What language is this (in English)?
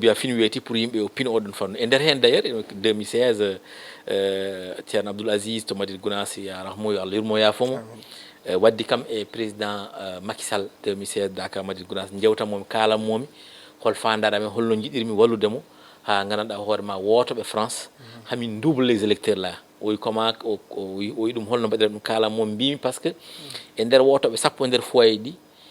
Fula